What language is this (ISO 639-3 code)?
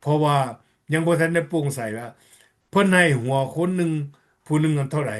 lao